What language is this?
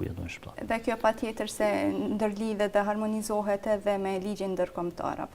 Albanian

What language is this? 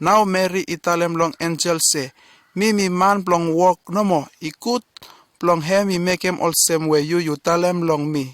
Bislama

